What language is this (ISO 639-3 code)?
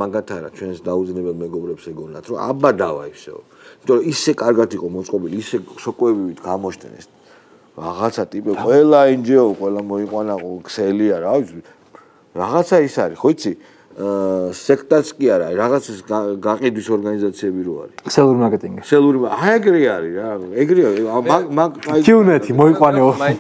kat